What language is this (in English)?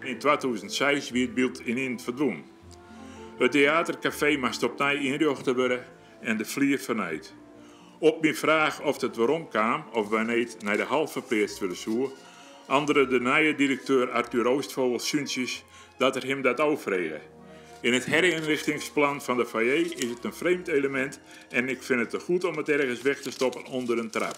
Western Frisian